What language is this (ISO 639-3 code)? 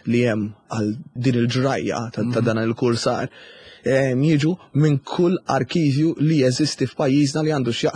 mlt